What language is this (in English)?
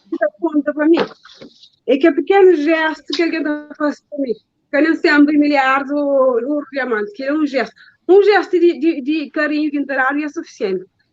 Kabuverdianu